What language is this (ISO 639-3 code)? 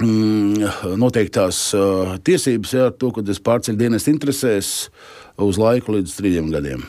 lav